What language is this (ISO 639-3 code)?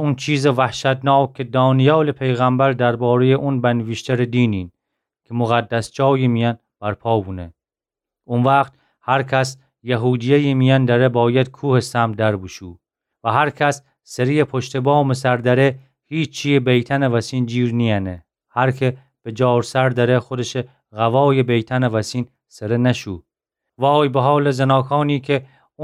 glk